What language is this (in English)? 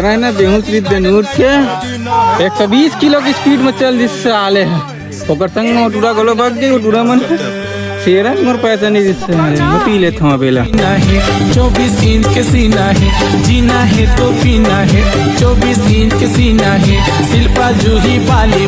Chhattisgarhi